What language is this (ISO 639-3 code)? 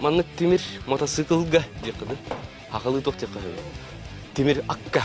sah